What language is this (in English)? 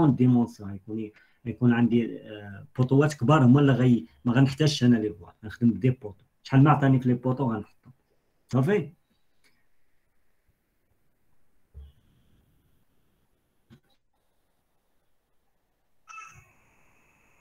Moroccan Arabic